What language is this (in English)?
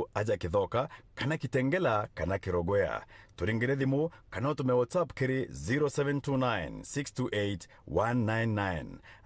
Meru